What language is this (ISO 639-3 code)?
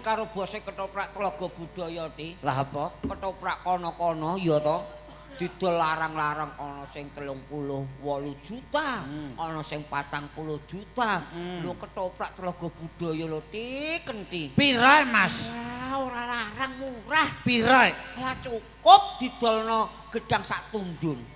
jav